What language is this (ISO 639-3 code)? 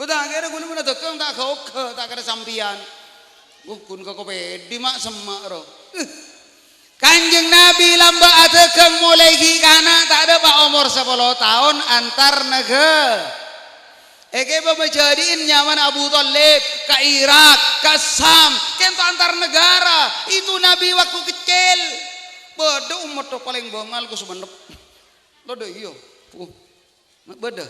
mad